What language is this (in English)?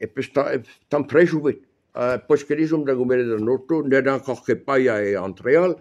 Breton